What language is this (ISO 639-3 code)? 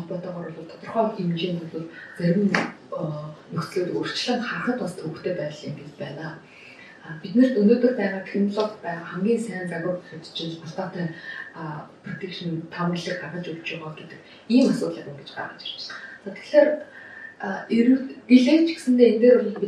mon